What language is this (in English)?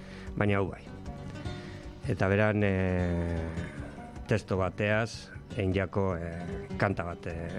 Basque